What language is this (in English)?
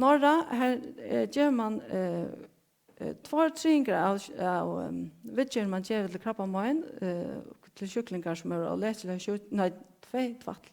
Faroese